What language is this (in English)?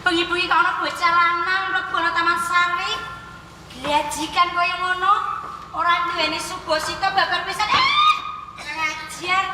Javanese